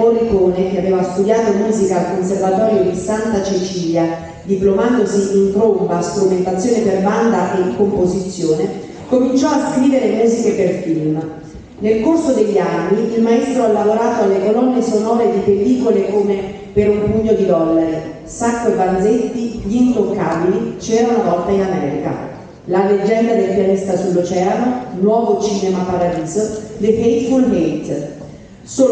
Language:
Italian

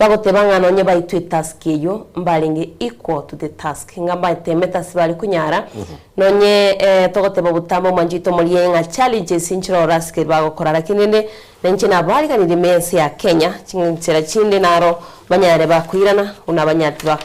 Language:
Gusii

